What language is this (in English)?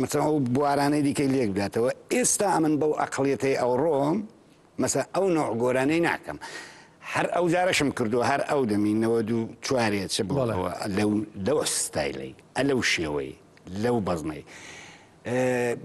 Central Kurdish